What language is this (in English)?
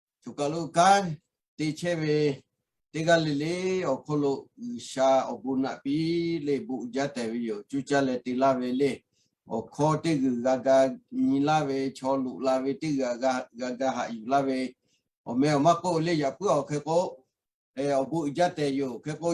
Lahu